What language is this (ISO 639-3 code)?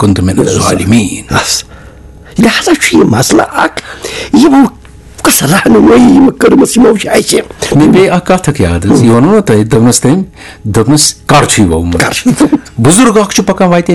kas